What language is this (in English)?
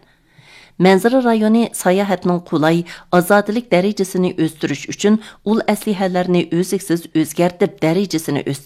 Uyghur